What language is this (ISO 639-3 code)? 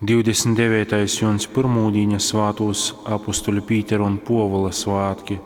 ltg